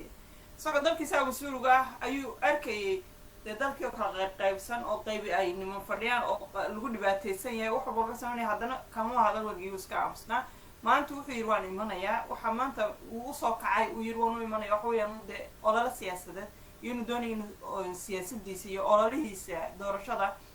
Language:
Somali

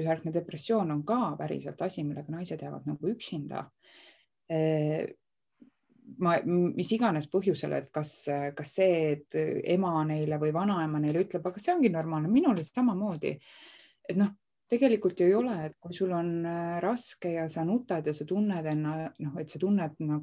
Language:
Estonian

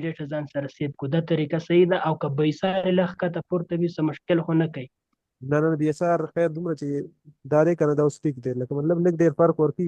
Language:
Pashto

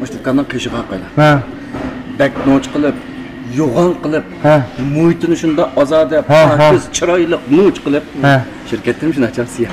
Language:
Uyghur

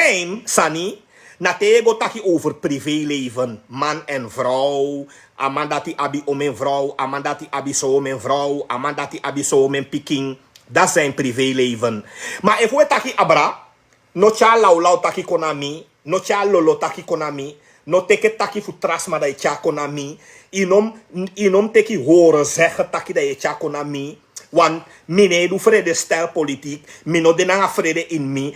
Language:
Sranan Tongo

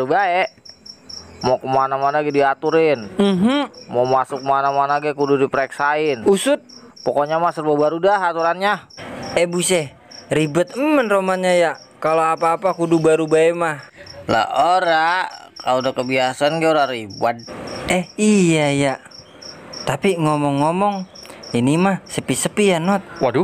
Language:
Betawi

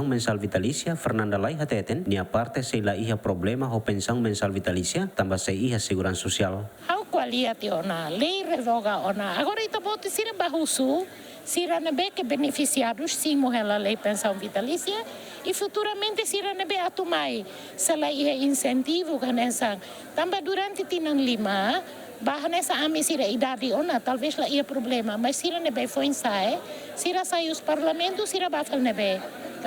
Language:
Tetum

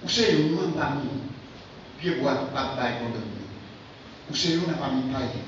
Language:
Haitian Creole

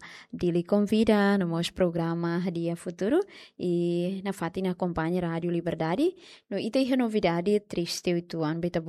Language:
Tetum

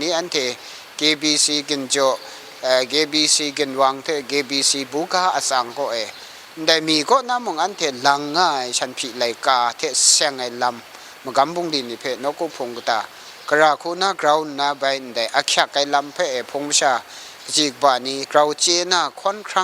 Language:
Kachin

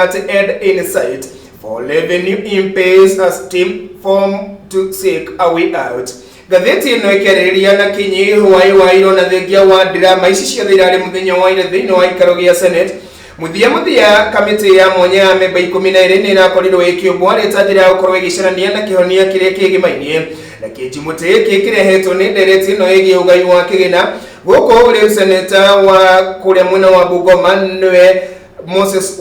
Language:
Kikuyu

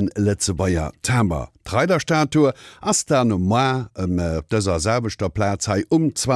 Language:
Luxembourgish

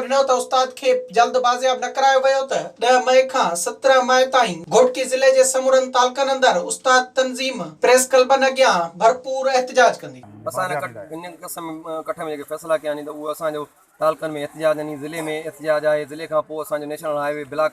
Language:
Sindhi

